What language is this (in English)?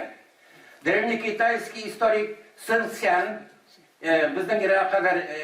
Tatar